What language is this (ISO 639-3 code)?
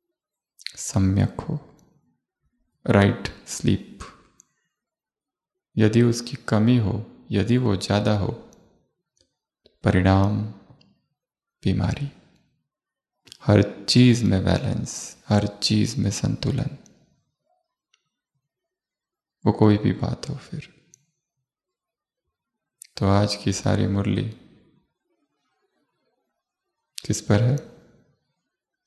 hin